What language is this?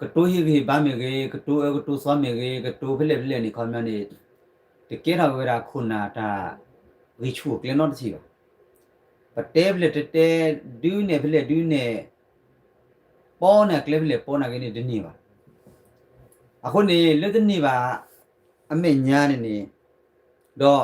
S'gaw Karen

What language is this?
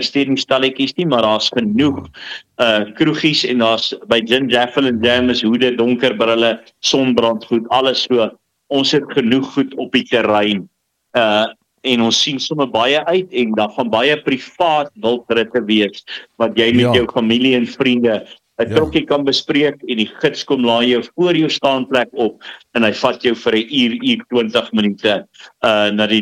Afrikaans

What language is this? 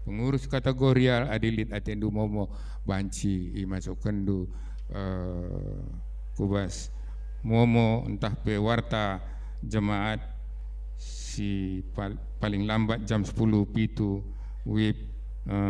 Batak Karo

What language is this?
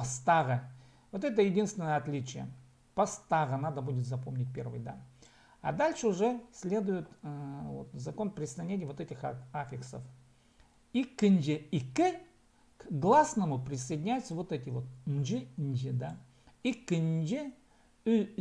Khakas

